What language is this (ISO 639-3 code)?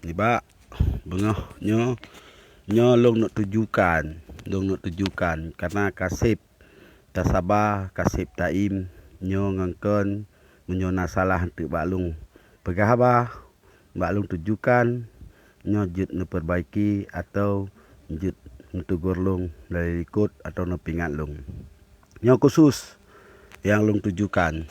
ace